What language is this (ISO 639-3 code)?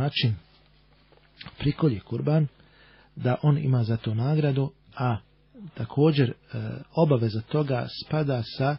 bos